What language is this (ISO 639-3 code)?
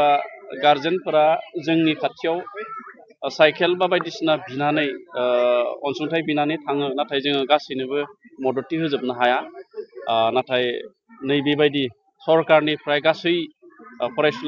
brx